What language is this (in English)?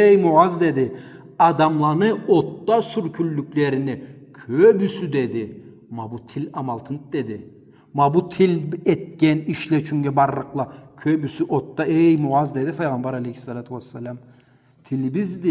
Karachay-Balkar